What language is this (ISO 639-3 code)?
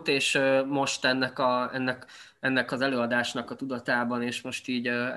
hun